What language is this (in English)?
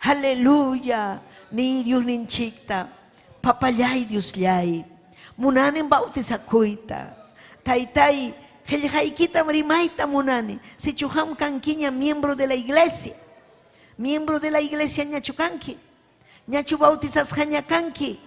Ayacucho Quechua